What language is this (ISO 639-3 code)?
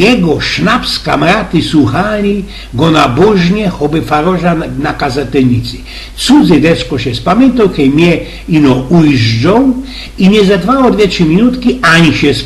szl